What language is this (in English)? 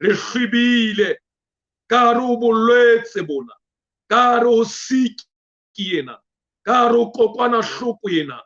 Southern Sotho